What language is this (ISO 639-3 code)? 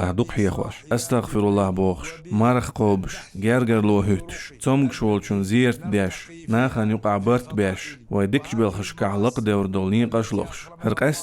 che